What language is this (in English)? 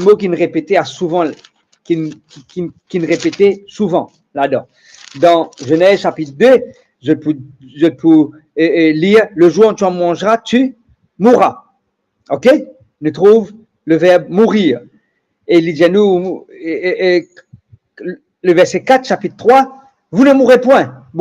Morisyen